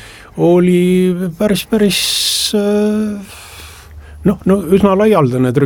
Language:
Estonian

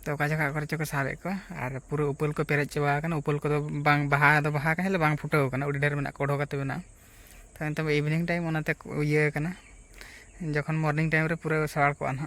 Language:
Santali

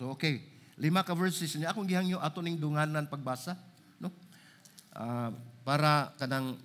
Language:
Cebuano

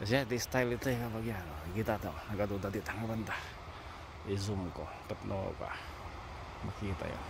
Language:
Iloko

